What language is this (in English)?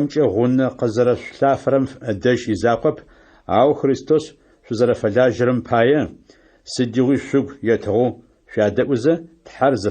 Adyghe